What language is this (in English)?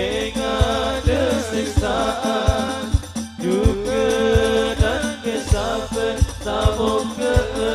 Madurese